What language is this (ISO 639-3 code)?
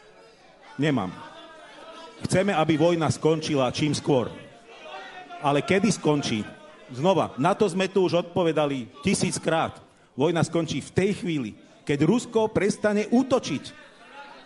slk